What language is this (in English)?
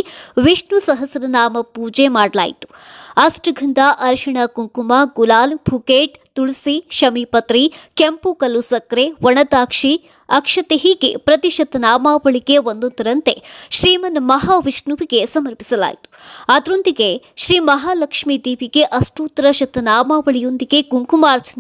Kannada